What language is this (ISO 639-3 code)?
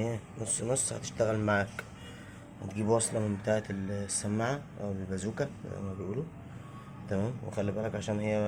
arz